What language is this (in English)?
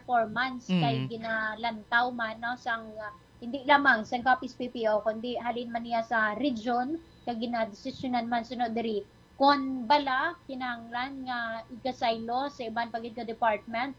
Hiligaynon